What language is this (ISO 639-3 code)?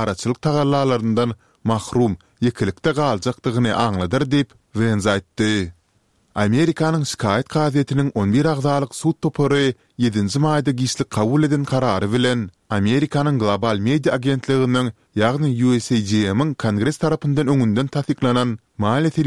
tuk